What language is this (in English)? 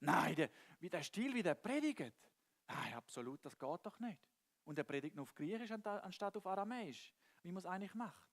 Swiss German